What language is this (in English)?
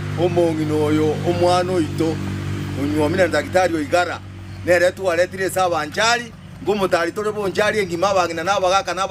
Gusii